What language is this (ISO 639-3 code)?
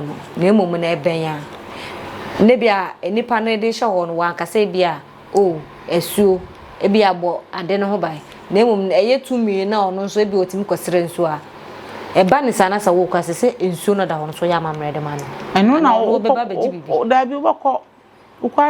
aka